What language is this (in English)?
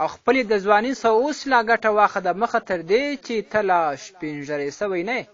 Pashto